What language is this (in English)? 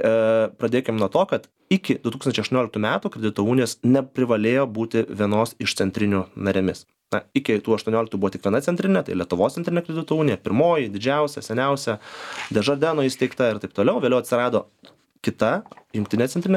Lithuanian